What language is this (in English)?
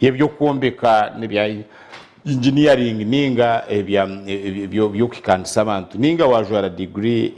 Nyankole